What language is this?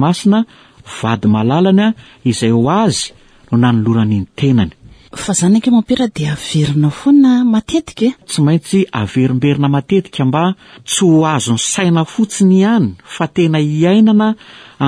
Malagasy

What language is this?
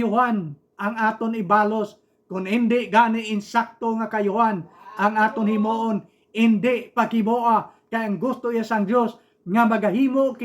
Hiligaynon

